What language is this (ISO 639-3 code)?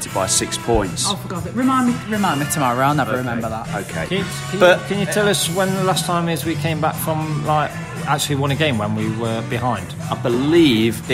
eng